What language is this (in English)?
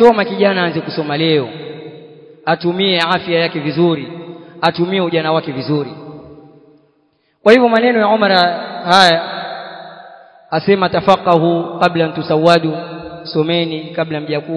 Swahili